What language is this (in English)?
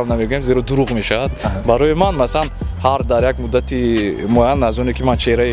Tajik